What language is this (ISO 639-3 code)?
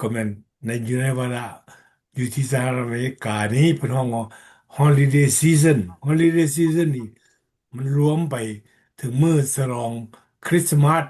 lao